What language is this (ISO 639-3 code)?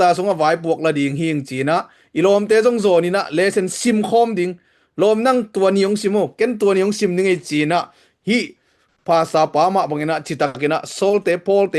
ctd